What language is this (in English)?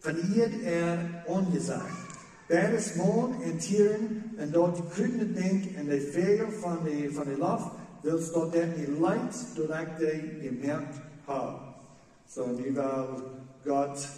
Plautdietsch